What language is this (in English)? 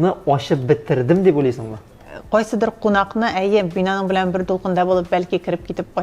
Tatar